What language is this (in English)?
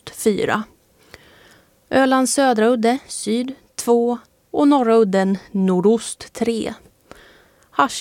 Swedish